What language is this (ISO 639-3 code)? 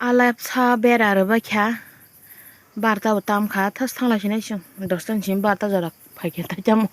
trp